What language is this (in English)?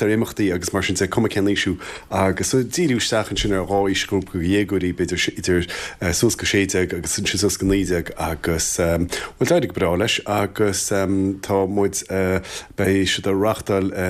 Irish